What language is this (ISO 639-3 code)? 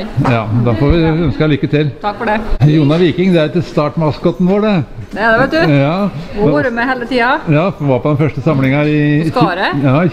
nor